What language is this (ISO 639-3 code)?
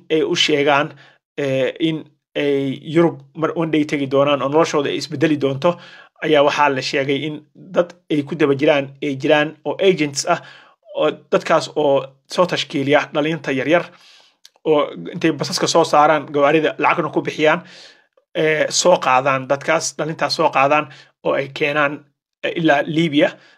som